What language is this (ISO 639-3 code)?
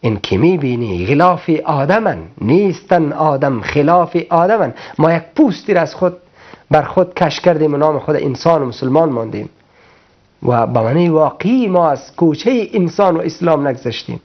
fas